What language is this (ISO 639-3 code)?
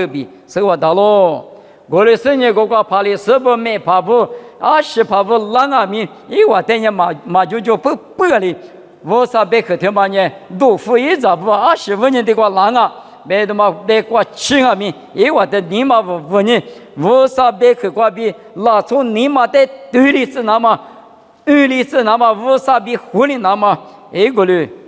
lis